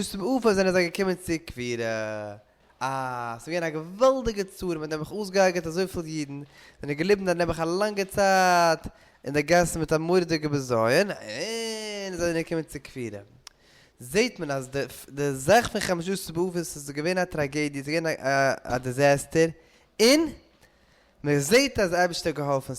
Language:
Yiddish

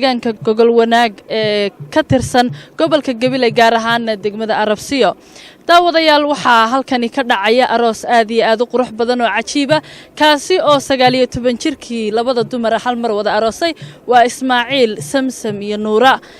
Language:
Somali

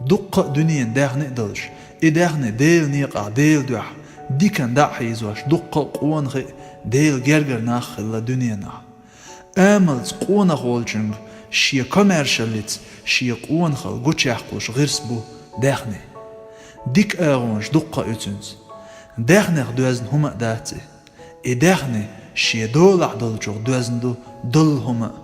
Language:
Chechen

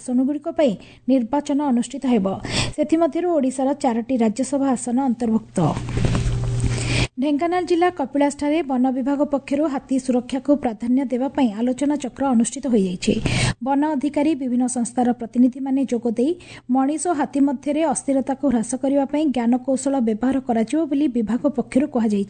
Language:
Odia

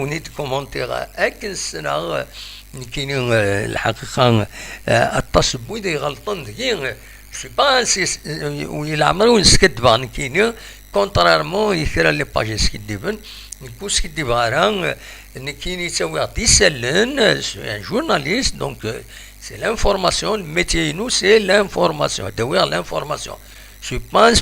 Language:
Kabyle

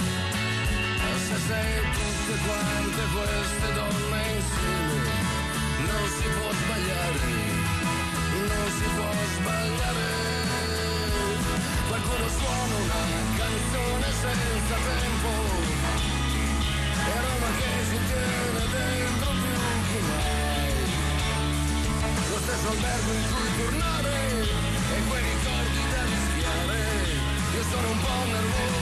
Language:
Italian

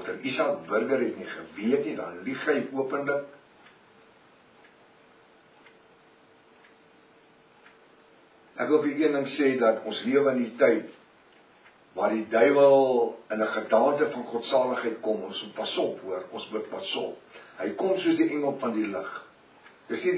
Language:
Afrikaans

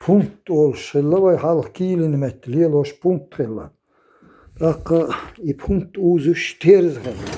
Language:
Chechen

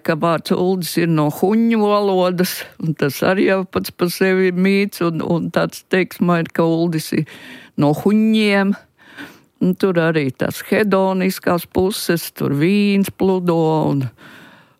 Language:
Latvian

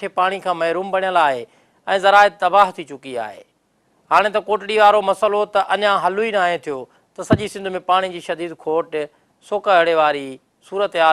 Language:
Sindhi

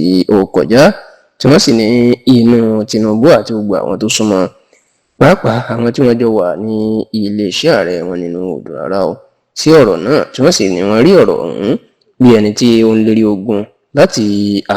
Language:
Yoruba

